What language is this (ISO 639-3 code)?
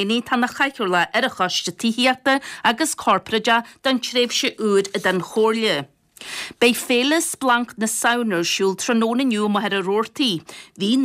gle